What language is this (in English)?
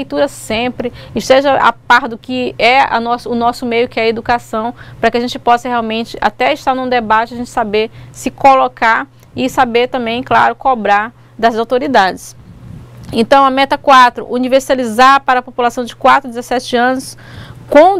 Portuguese